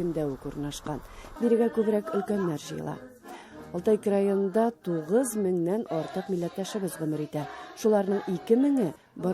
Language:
Tatar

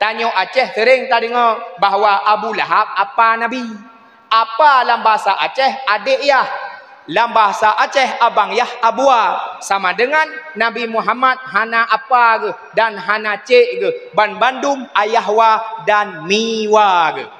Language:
Achinese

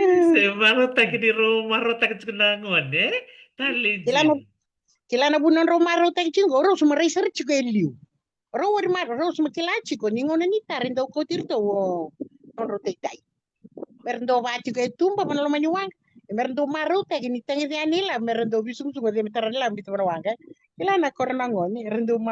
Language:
Fijian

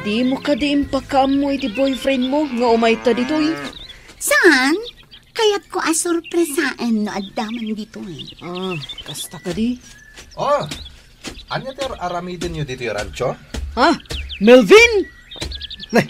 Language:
Iloko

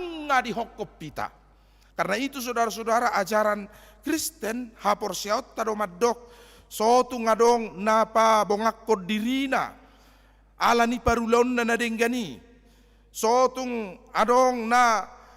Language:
Batak Toba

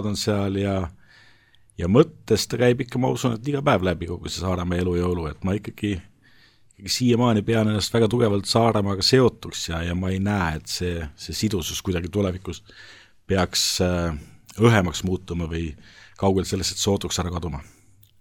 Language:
Estonian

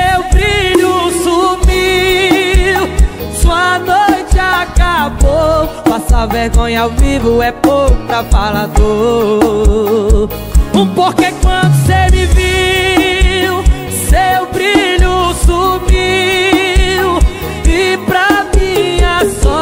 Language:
Portuguese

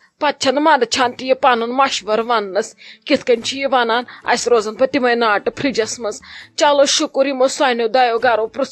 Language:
Kashmiri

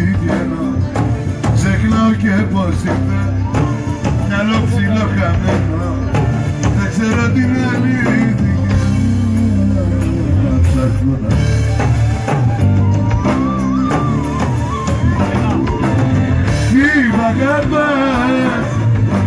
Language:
Greek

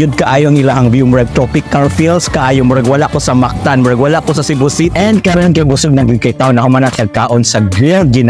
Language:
Cebuano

